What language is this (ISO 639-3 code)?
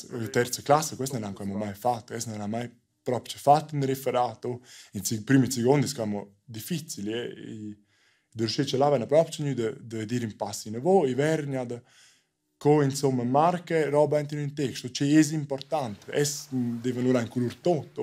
roh